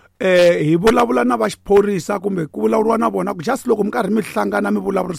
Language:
Tsonga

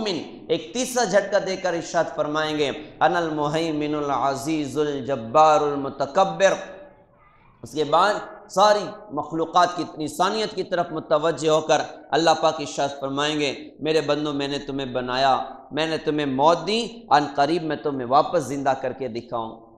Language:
Urdu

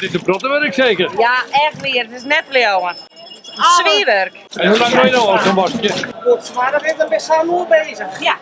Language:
Western Frisian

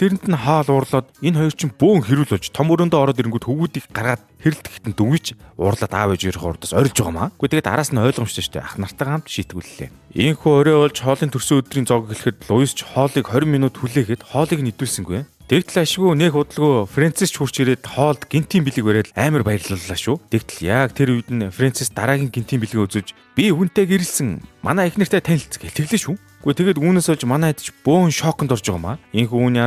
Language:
Mongolian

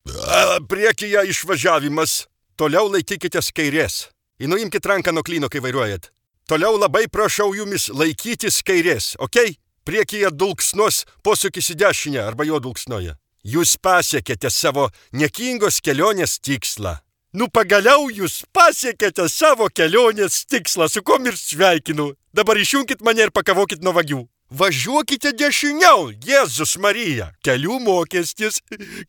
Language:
Lithuanian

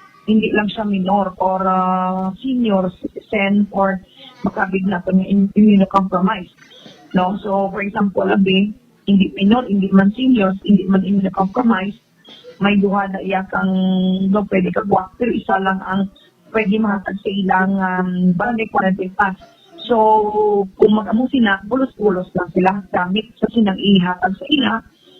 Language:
Hiligaynon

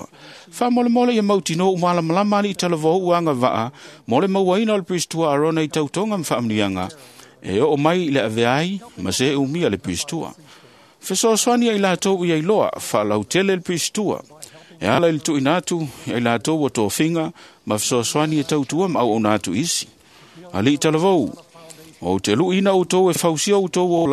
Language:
Samoan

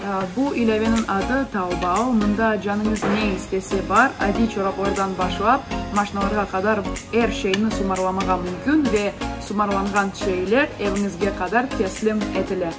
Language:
Crimean Tatar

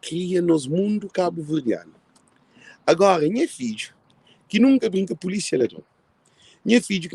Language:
Kabuverdianu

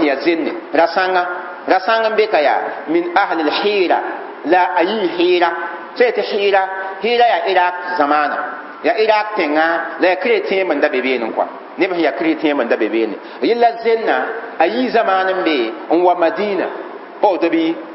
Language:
Mossi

